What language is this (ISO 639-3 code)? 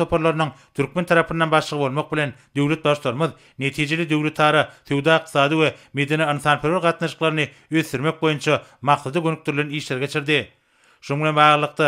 tuk